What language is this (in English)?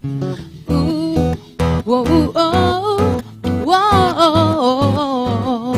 Aymara